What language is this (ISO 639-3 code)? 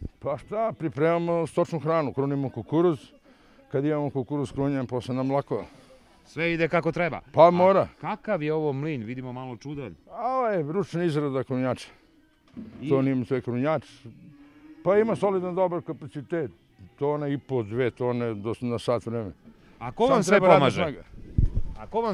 srp